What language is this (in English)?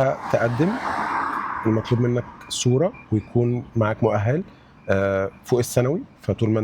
Egyptian Arabic